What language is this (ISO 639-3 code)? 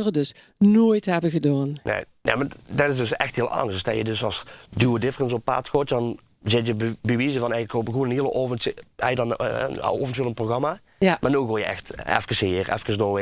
lim